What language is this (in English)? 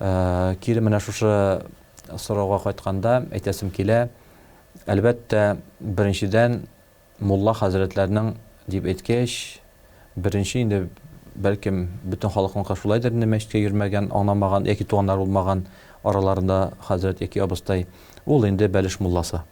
Tatar